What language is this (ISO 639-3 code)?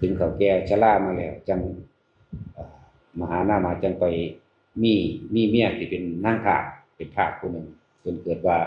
tts